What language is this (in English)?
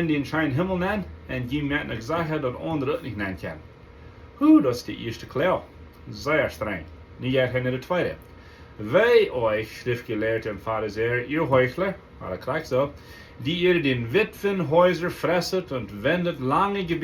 Plautdietsch